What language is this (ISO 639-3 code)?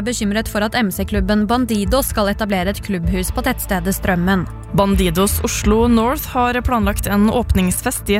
nor